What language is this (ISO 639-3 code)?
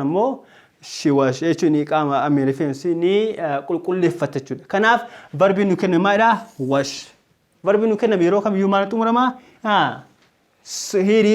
orm